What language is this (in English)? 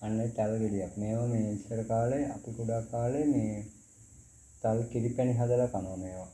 Sinhala